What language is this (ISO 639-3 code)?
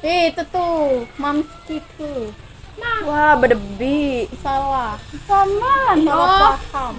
mui